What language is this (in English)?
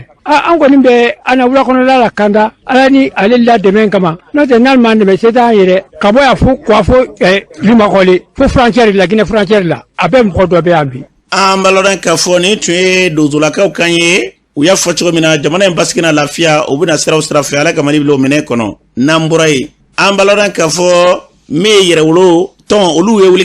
Bambara